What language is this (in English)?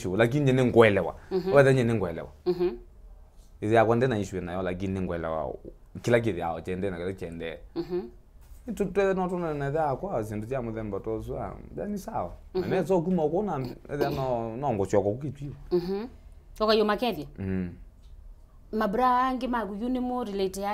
Kamba